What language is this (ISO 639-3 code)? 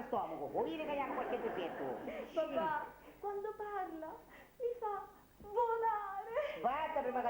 scn